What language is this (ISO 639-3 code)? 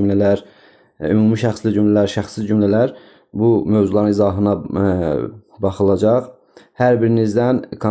aze